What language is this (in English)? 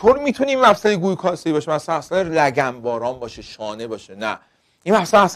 Persian